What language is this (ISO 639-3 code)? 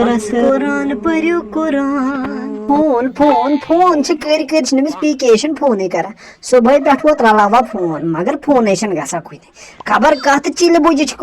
kas